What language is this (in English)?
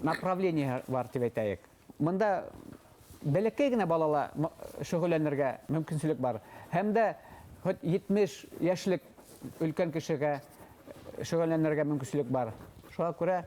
Bashkir